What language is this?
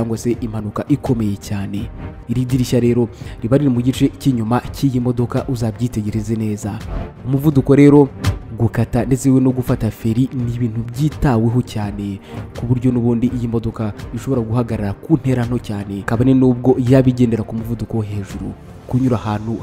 Kinyarwanda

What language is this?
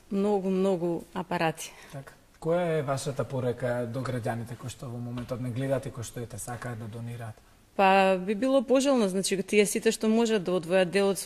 Macedonian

